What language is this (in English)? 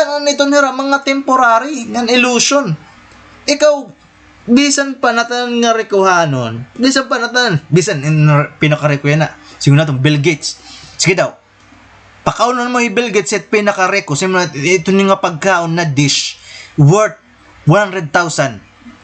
Waray